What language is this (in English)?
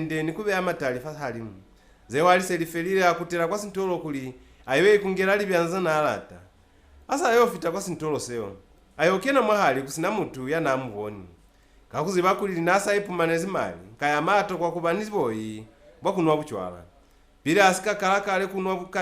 Lozi